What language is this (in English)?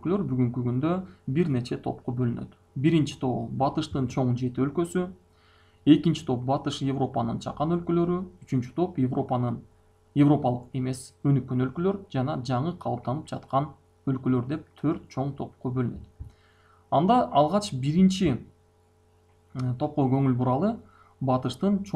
Kyrgyz